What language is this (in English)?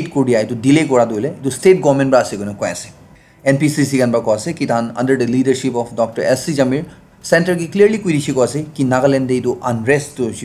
Naga Pidgin